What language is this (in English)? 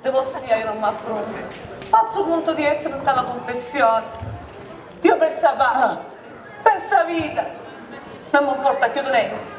Sicilian